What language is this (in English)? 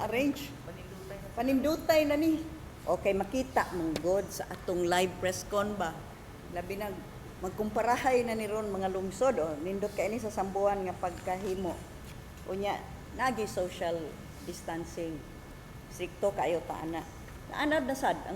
Cebuano